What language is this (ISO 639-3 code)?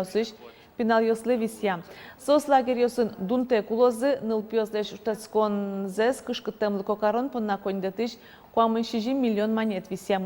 udm